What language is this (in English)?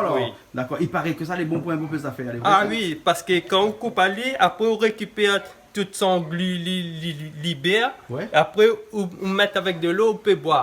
Réunion Creole French